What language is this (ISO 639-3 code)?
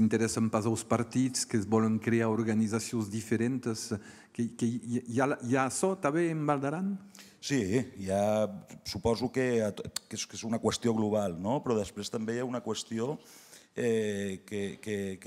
oci